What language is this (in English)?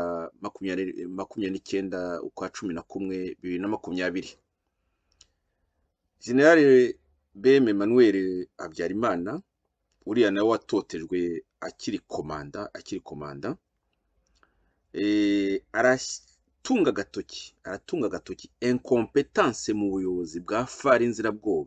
Kinyarwanda